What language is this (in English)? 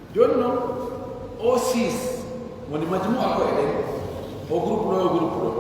Pular